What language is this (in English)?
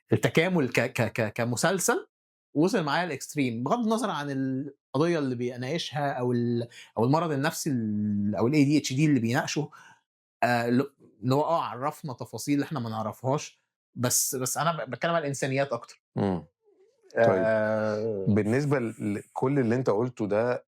Egyptian Arabic